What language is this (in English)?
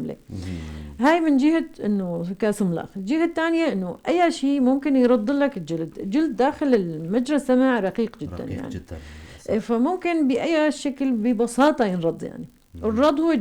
North Levantine Arabic